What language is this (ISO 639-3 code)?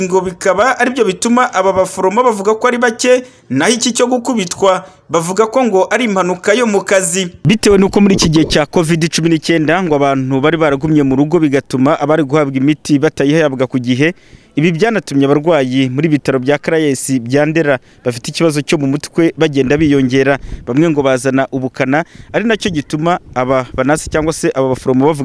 kin